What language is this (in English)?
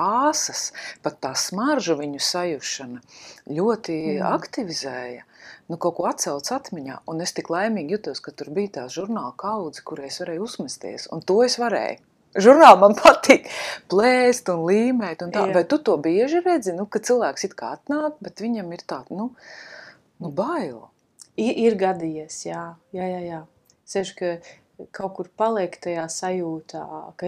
Latvian